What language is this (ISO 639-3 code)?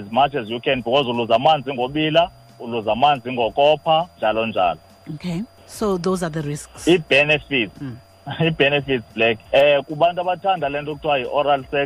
xho